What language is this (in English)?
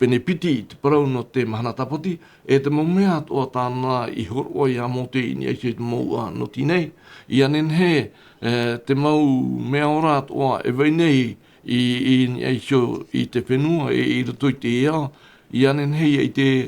Tahitian